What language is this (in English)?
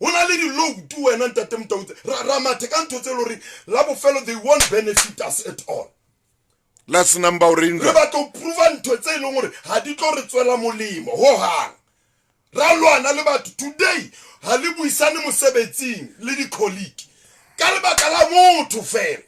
Southern Sotho